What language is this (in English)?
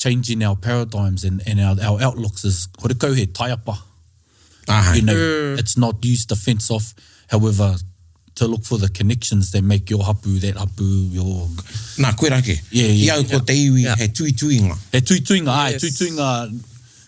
Māori